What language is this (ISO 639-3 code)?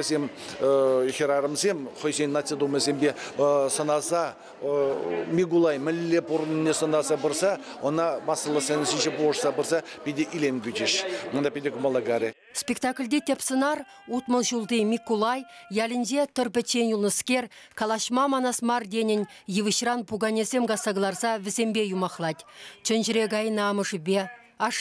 chv